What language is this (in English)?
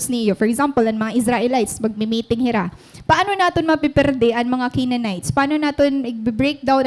Waray